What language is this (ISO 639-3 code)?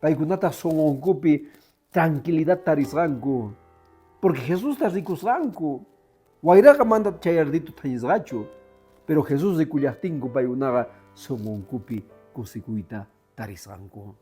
que